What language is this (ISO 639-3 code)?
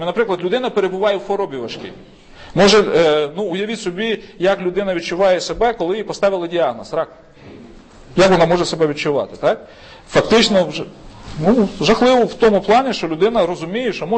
ukr